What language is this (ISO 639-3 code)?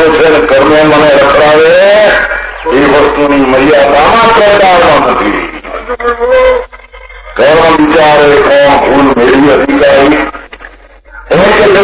guj